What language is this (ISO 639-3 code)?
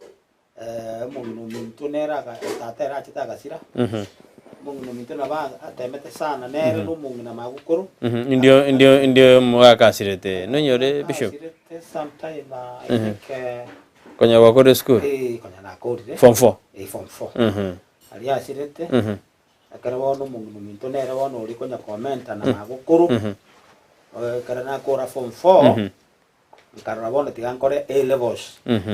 guz